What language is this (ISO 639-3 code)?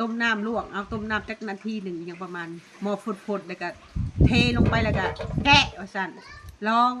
tts